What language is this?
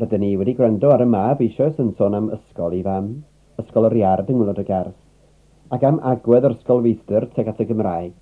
Welsh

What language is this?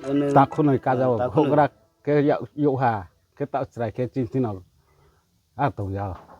Riang (India)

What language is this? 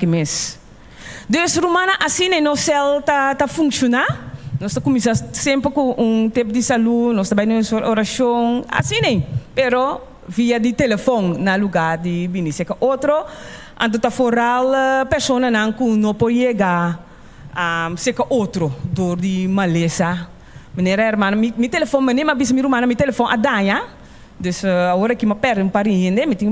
Papiamento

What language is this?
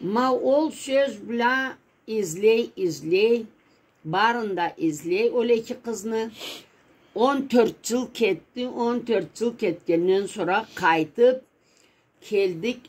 Karachay-Balkar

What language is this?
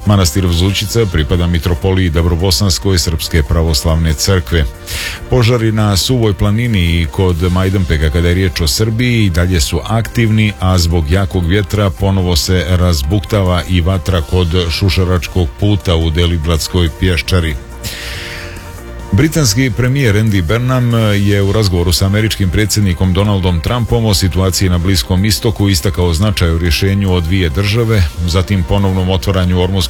Serbian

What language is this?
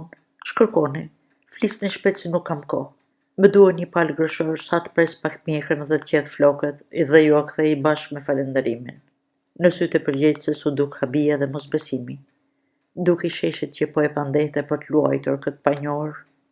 Albanian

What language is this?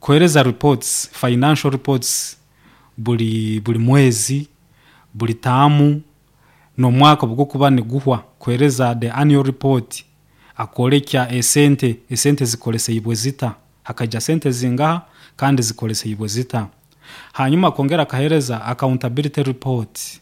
Nyoro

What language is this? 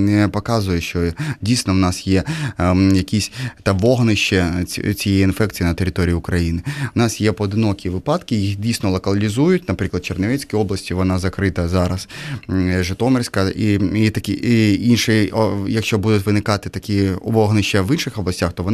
Ukrainian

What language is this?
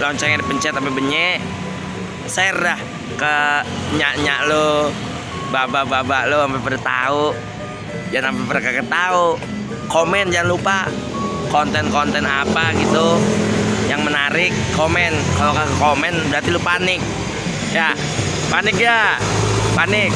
Betawi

